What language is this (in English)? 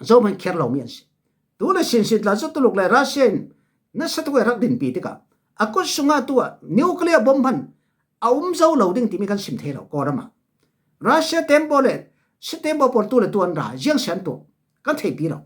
Falam Chin